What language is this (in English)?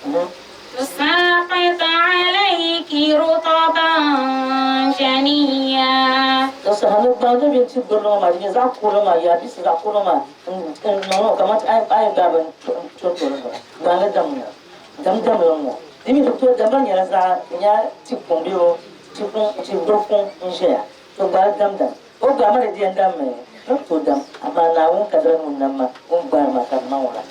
Dagbani